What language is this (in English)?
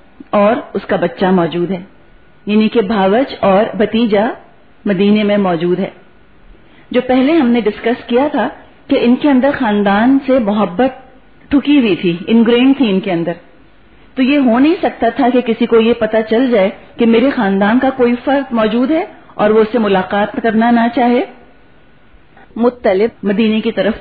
Urdu